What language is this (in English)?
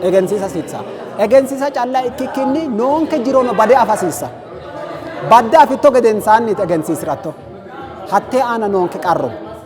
Sidamo